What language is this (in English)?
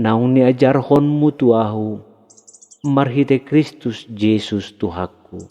Batak Toba